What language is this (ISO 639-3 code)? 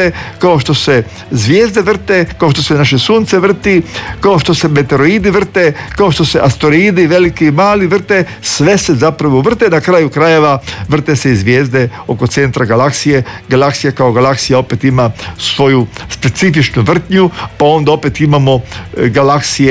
hrv